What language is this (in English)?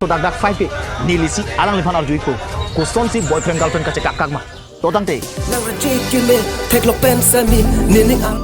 Karbi